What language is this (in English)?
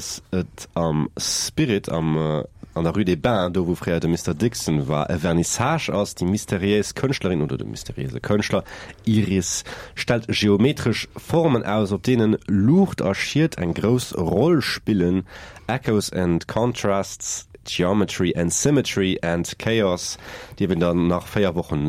Luxembourgish